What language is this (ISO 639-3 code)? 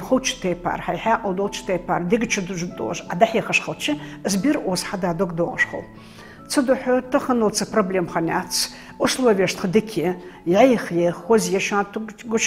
inh